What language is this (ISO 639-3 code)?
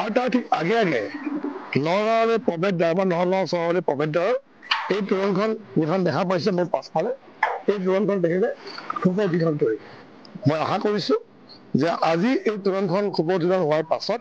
asm